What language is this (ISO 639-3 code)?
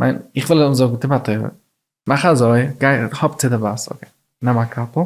yid